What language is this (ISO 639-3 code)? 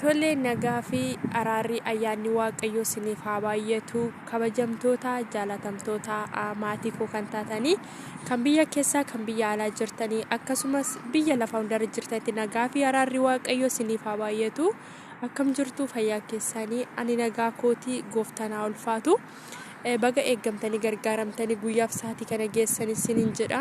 orm